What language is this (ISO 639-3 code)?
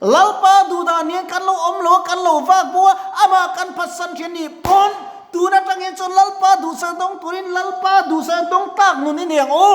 lus